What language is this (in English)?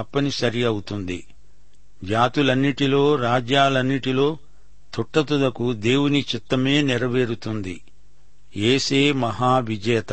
Telugu